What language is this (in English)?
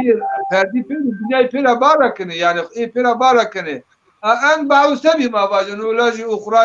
Zaza